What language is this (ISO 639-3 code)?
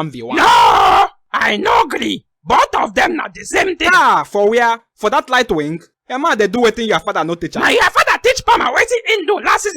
pcm